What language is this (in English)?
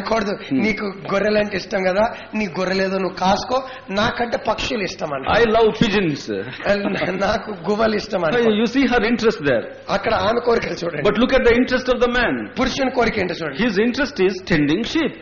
Telugu